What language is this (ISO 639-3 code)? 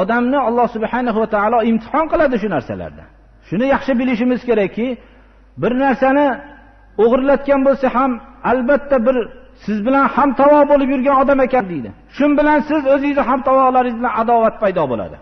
uzb